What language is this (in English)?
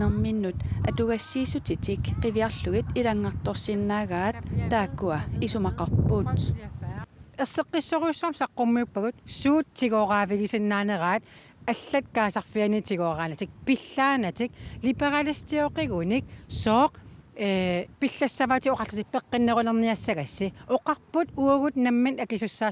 Kalaallisut